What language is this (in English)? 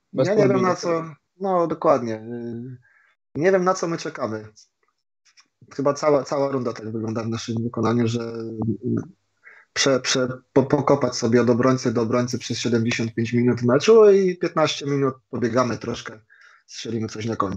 Polish